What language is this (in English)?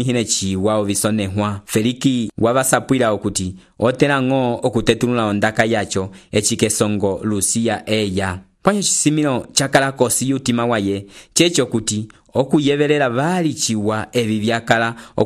Umbundu